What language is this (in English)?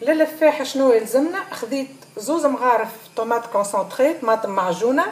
Tunisian Arabic